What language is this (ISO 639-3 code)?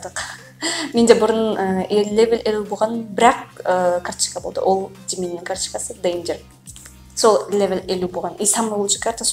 kaz